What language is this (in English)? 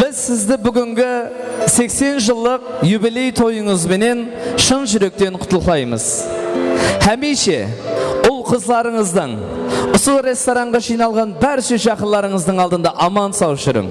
Kara-Kalpak